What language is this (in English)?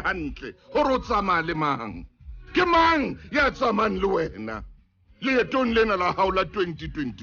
Southern Sotho